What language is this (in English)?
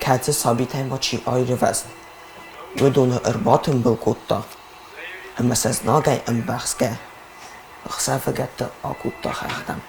Ossetic